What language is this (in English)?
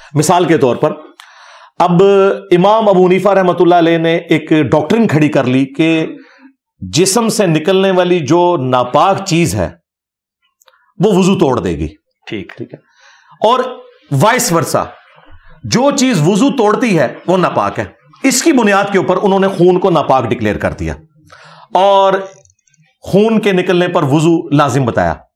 Urdu